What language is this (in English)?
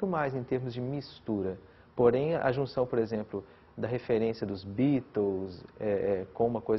Portuguese